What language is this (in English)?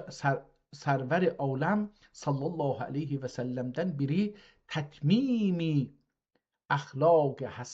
South Azerbaijani